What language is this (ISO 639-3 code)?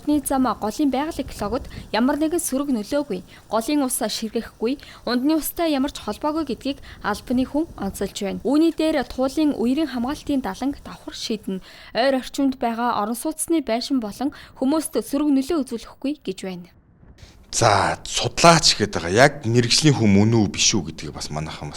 mon